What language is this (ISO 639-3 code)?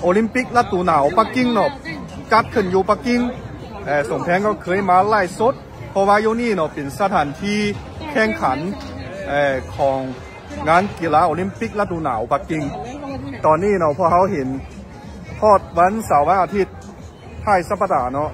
lao